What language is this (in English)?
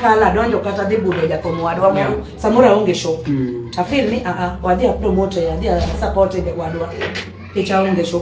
Luo (Kenya and Tanzania)